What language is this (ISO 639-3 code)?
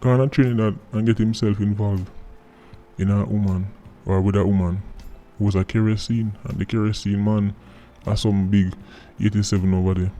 jam